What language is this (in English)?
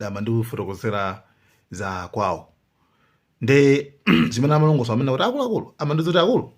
Nyanja